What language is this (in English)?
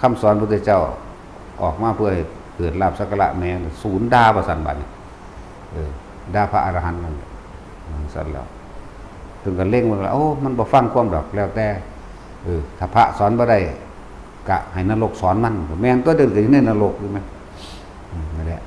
Lao